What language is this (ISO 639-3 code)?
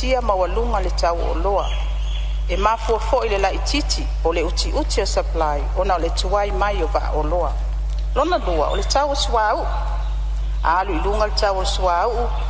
smo